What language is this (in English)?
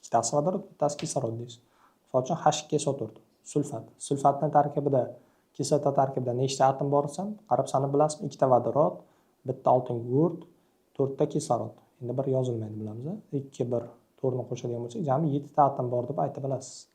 Uzbek